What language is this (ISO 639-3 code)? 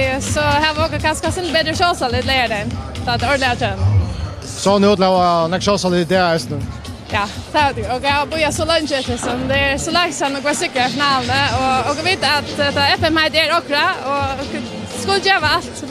fao